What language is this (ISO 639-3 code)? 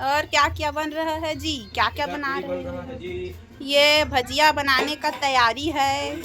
hne